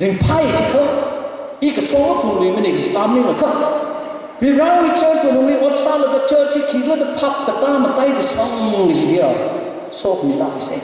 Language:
Tangkhul Naga (India)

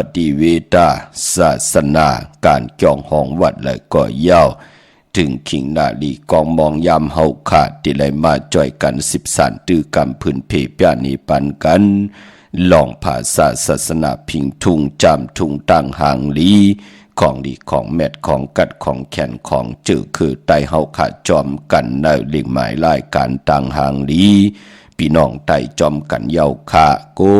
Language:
Shan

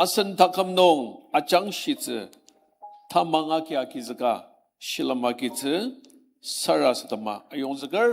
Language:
Ao Naga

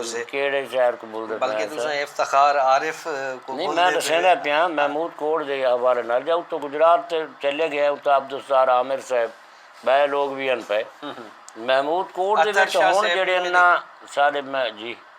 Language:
Saraiki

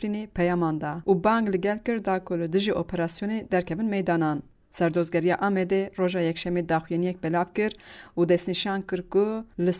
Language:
Kurdish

